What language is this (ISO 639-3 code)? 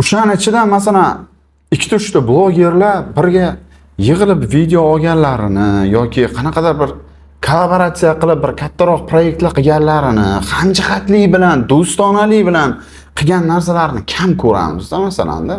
uzb